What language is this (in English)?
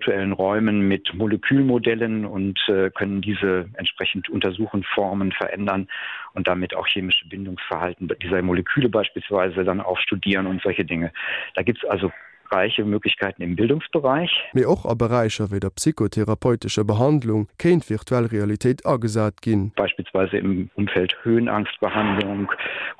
Luxembourgish